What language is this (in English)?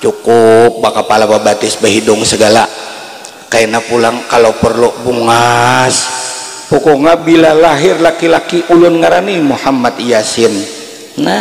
Banjar